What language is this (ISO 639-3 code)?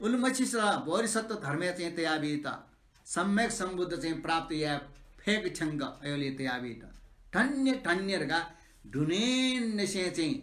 new